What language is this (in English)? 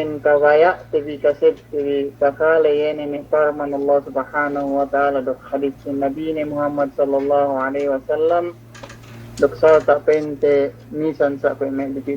Yakan